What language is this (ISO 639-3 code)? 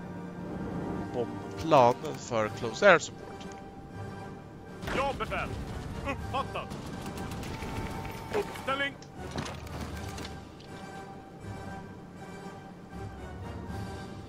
swe